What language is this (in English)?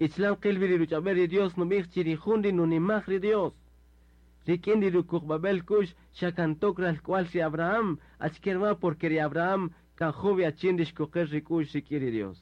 Kaqchikel